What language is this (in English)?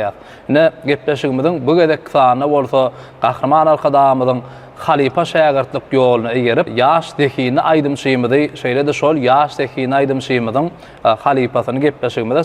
Turkmen